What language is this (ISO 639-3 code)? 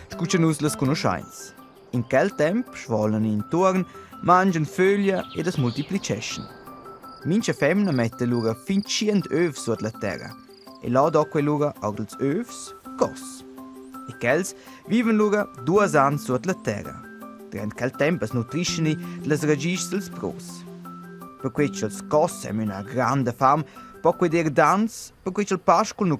roh